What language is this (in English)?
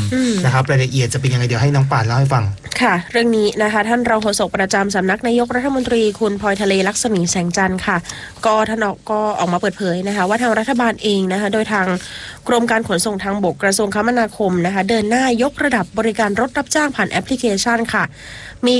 Thai